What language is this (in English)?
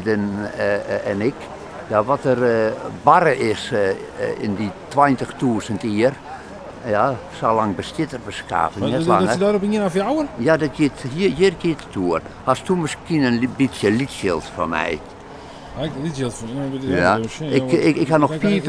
Western Frisian